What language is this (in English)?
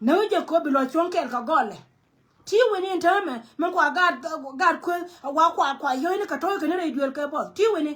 Nuer